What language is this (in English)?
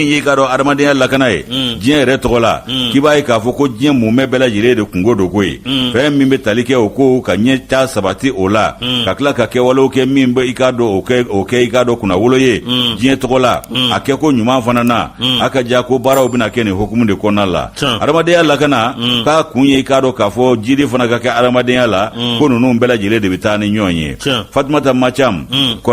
Bambara